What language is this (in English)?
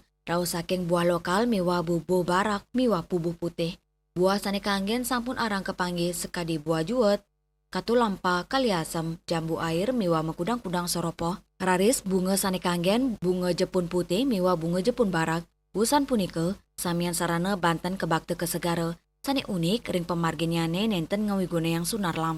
Balinese